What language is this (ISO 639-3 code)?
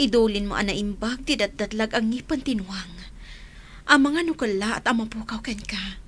ilo